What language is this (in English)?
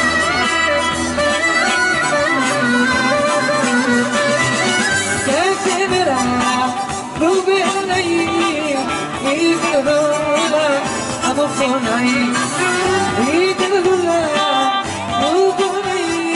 Greek